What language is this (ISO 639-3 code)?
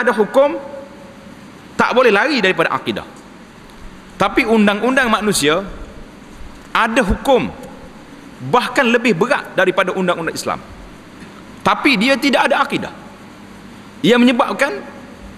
msa